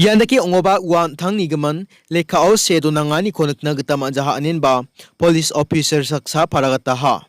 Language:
Garo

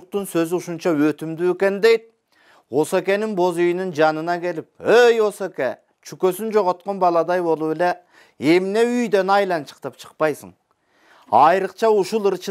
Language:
Kyrgyz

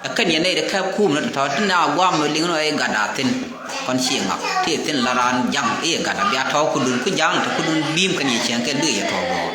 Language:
Nuer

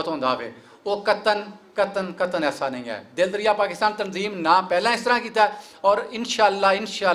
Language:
Western Panjabi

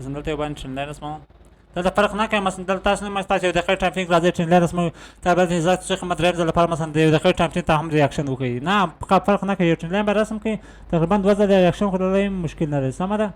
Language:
Pashto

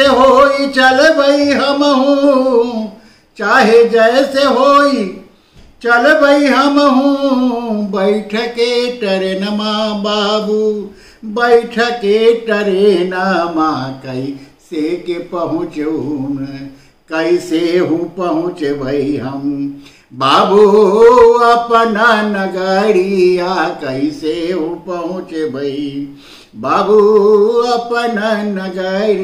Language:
Bhojpuri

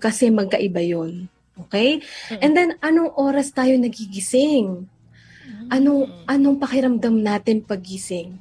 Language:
Filipino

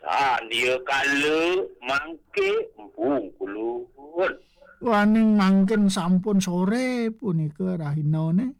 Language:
Balinese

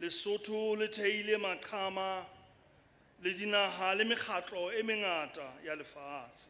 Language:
Southern Sotho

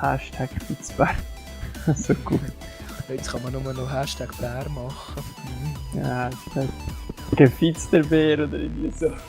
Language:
Swiss German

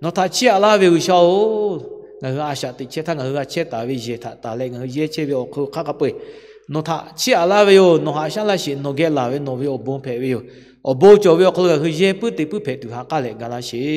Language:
Lahu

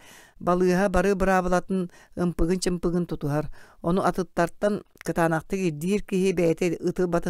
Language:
Yakut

